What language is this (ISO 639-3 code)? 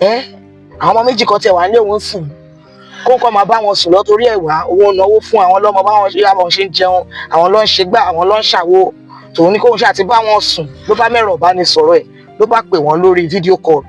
yor